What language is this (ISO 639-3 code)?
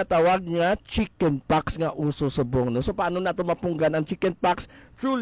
hil